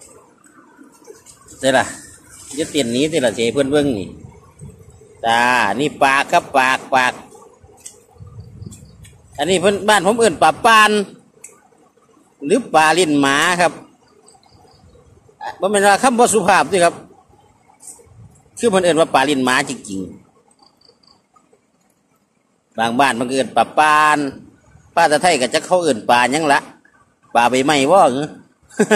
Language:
Northeastern Thai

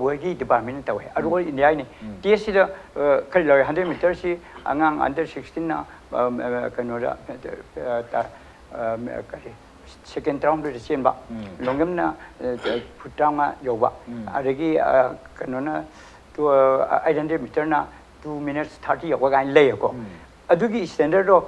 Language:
Manipuri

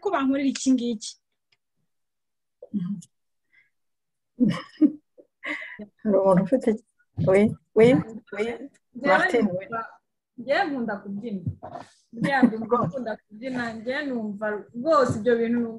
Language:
Kinyarwanda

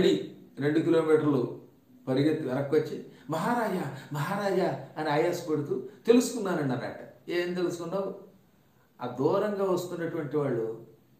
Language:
Telugu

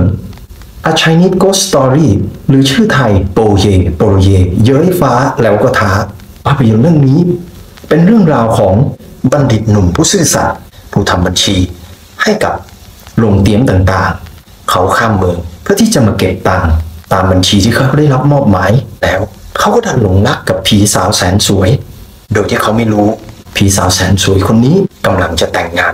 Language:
Thai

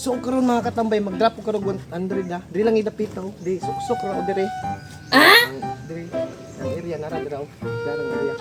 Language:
Cebuano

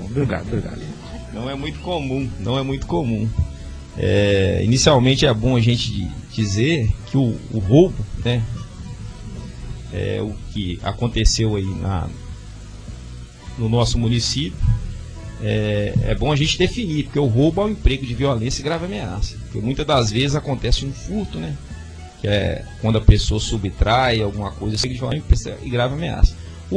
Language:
Portuguese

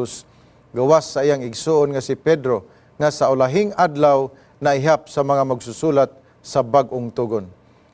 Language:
Cebuano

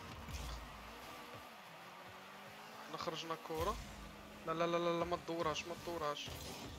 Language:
Moroccan Arabic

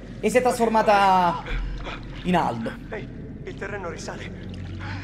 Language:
Italian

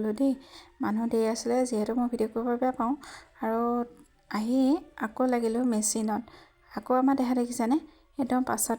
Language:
Assamese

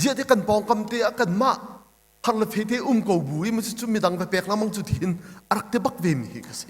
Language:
Hakha Chin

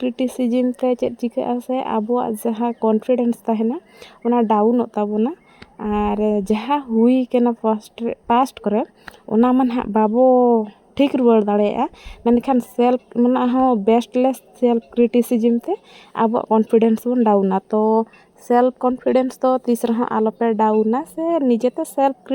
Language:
Santali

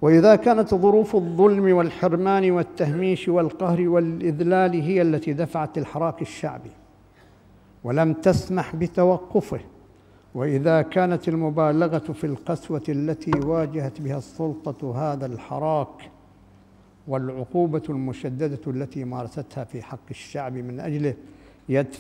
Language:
Arabic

